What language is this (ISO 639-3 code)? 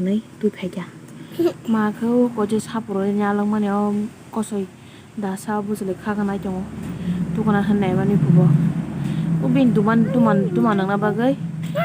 trp